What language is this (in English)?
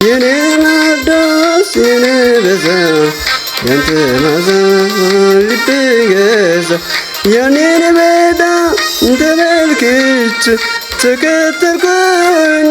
Kafa